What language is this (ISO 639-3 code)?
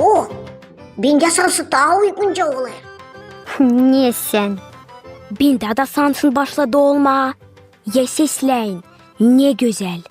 gag